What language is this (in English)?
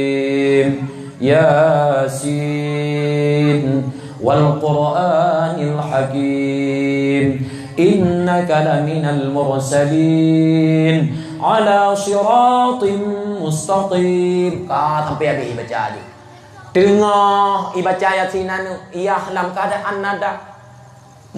Achinese